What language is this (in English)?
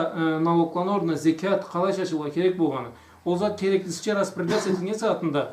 Karachay-Balkar